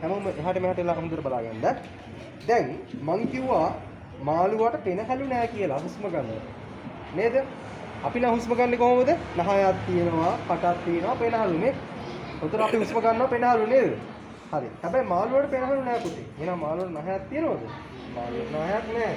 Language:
Sinhala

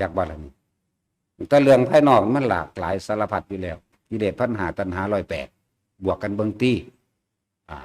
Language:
Northeastern Thai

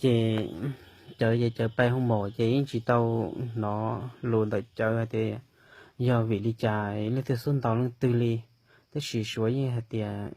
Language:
Hmong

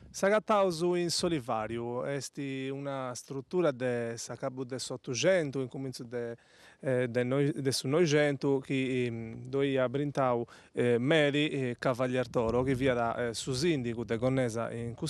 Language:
Sardinian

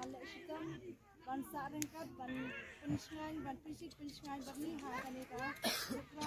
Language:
Khasi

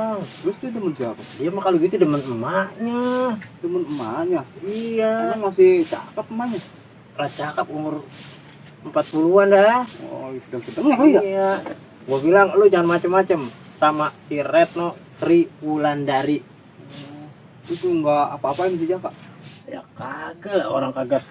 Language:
Betawi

